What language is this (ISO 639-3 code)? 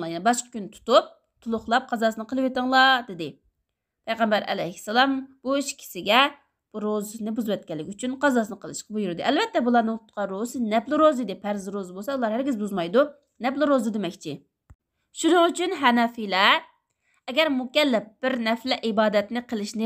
uig